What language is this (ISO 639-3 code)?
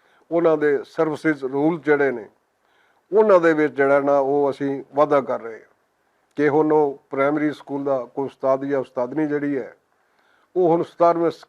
lah